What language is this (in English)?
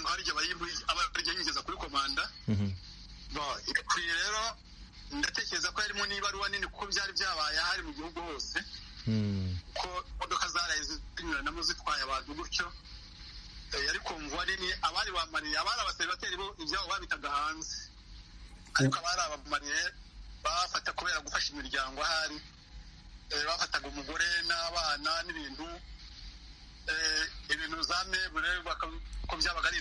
Kinyarwanda